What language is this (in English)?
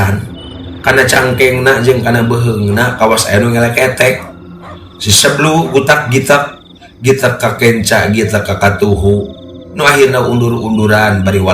Sundanese